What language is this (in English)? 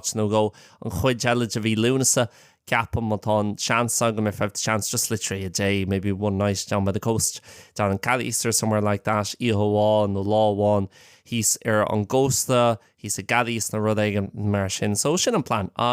Irish